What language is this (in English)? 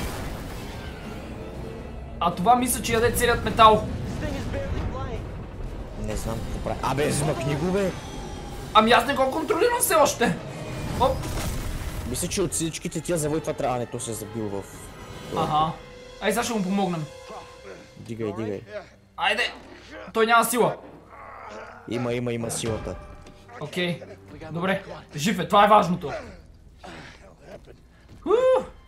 Bulgarian